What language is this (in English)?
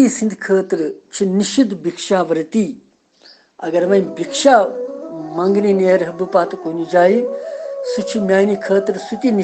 Kashmiri